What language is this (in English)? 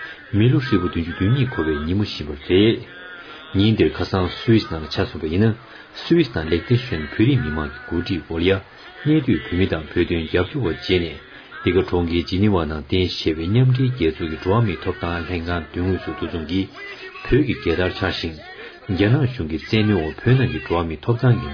Tibetan